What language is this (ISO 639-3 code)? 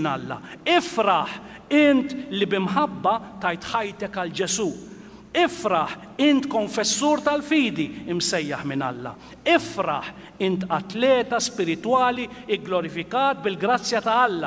mlt